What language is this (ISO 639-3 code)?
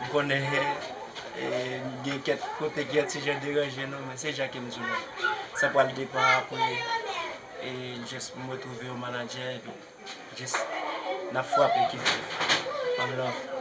hat